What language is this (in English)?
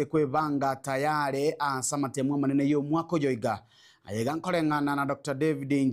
Gusii